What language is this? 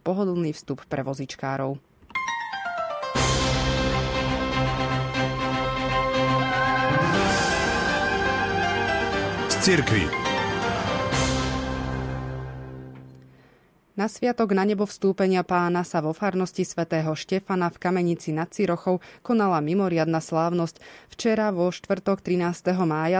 Slovak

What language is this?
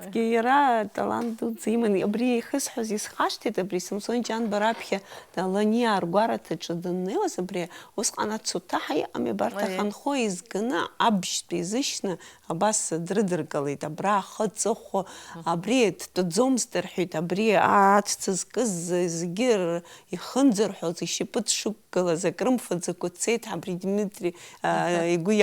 Abkhazian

